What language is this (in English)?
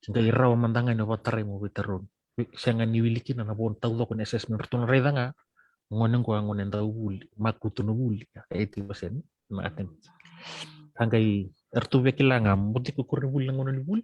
Fijian